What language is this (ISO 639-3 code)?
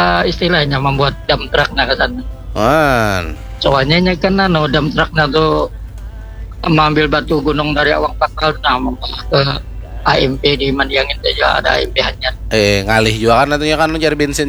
bjn